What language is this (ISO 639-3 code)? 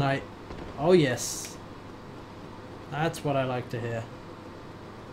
eng